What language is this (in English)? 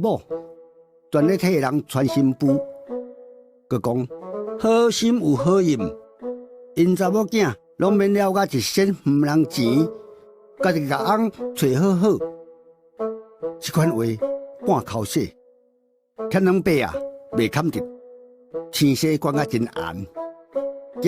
Min Nan Chinese